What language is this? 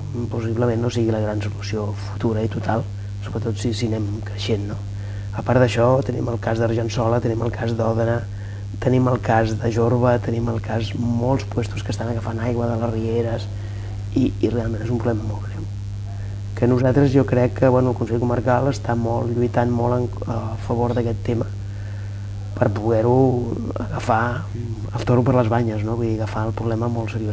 Catalan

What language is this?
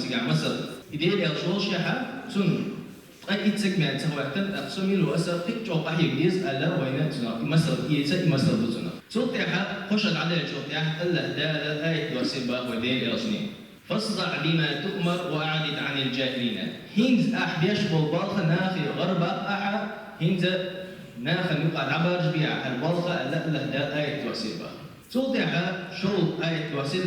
Chechen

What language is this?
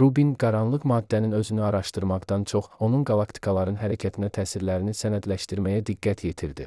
Azerbaijani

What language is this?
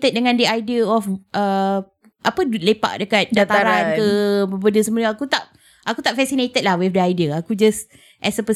Malay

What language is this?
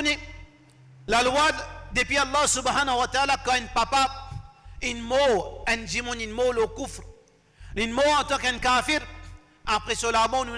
Morisyen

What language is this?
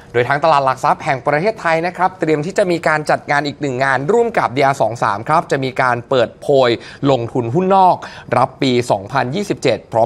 Thai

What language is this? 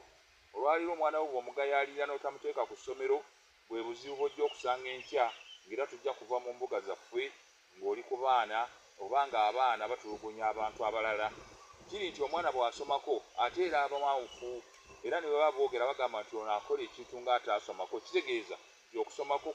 Ganda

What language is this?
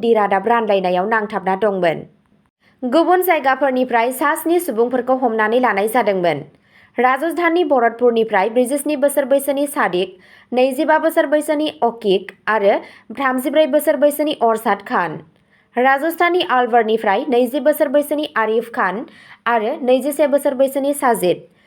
Bodo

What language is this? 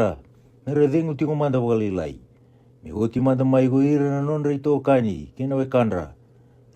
Fijian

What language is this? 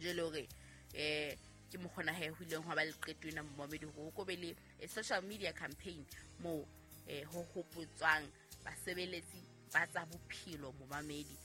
Southern Sotho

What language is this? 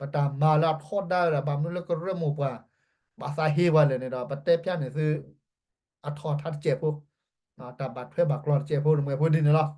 S'gaw Karen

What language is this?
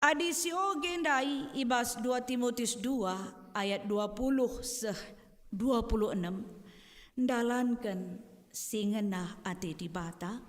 Batak Karo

